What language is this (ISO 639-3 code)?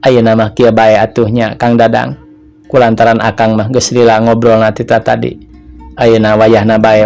sun